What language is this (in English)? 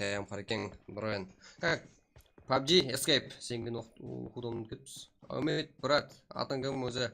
Kara-Kalpak